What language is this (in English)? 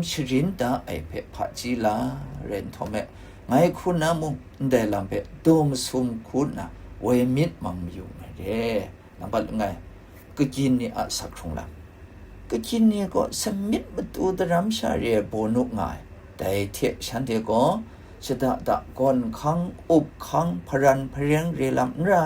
Kachin